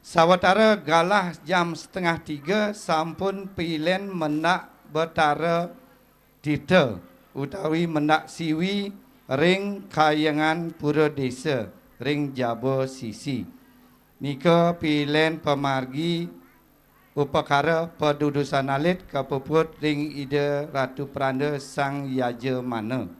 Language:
Balinese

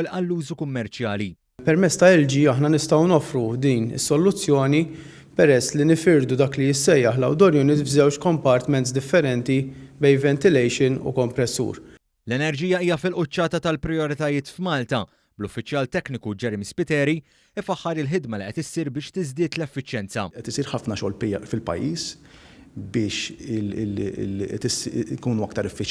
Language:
Maltese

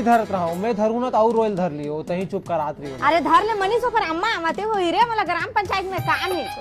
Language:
Chhattisgarhi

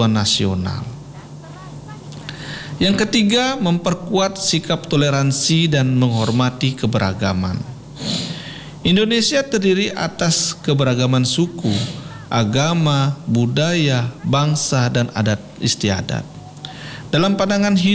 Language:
Indonesian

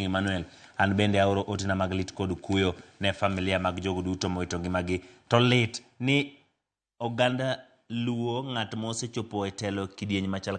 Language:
Luo (Kenya and Tanzania)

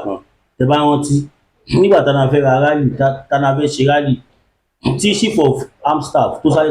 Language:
Yoruba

